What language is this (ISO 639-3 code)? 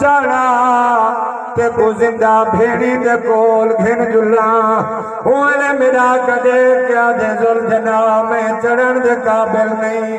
skr